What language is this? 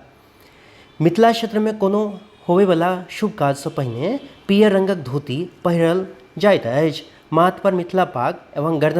Maithili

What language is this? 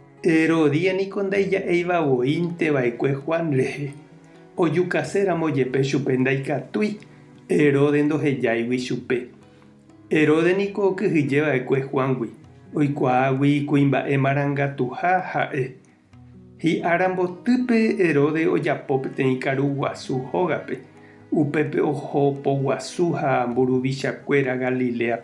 Guarani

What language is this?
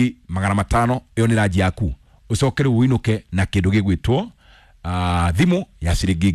Kikuyu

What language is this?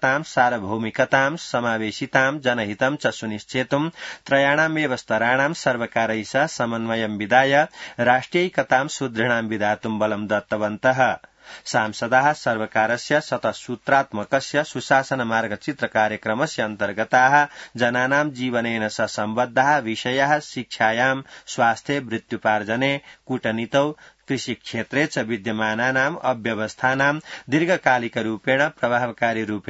Sanskrit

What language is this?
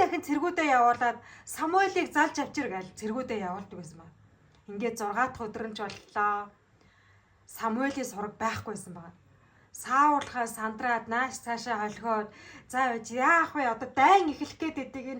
Mongolian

